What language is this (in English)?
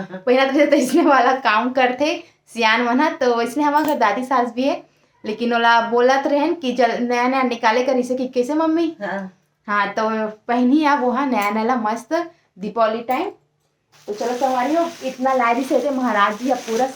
Chhattisgarhi